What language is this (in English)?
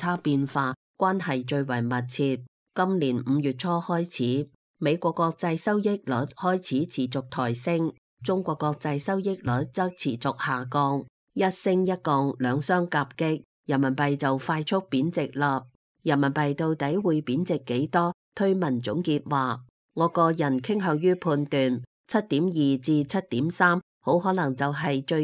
Cantonese